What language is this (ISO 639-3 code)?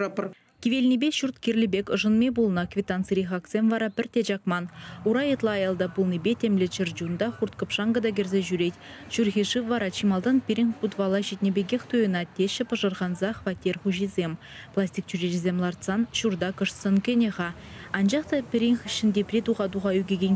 chv